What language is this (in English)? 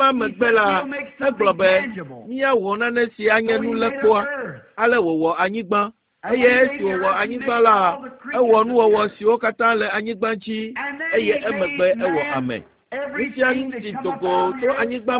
Ewe